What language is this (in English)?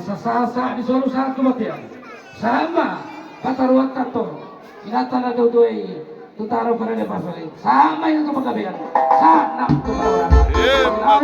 Batak Toba